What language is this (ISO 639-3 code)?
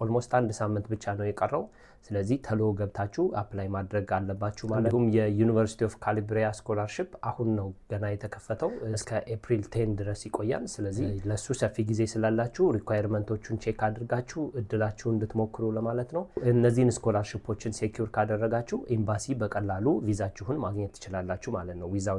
amh